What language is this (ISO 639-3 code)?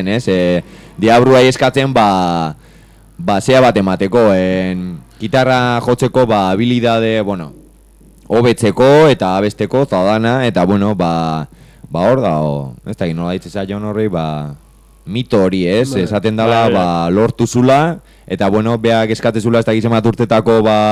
eus